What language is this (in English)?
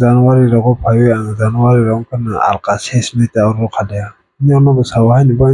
Kok Borok